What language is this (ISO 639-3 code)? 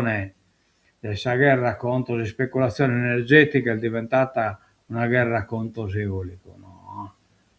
srd